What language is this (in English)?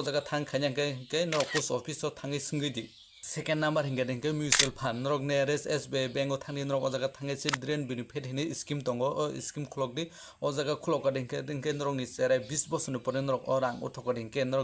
Kok Borok